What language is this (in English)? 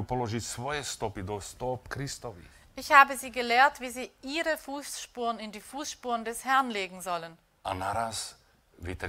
Slovak